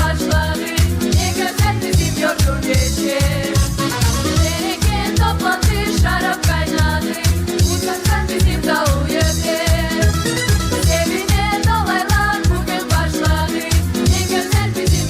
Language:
Gagauz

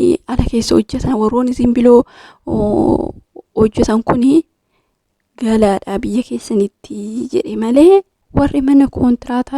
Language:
Oromo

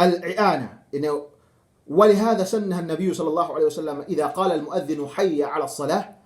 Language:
Yakan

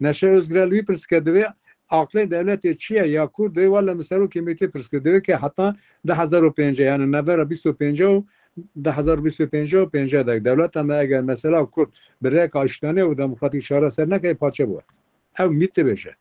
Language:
Kurdish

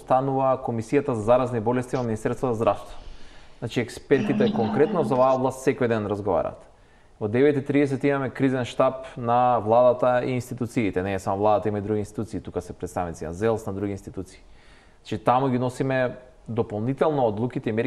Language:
Macedonian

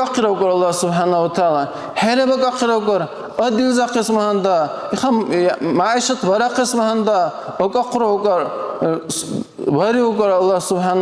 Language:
Dargwa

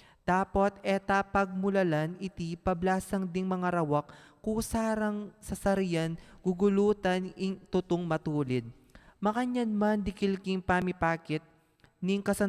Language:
Pampanga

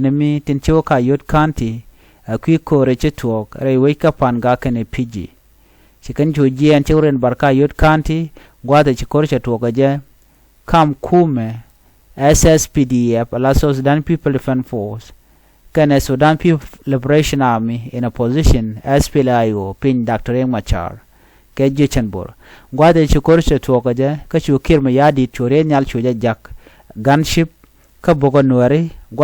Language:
Nuer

